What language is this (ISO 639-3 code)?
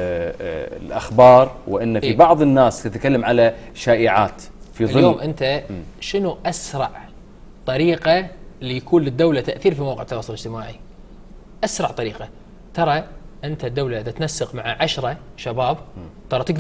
afb